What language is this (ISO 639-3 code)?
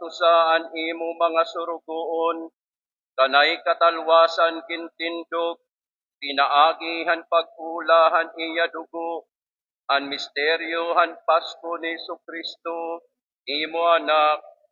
war